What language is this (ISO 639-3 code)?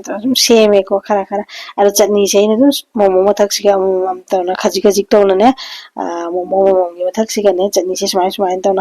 mni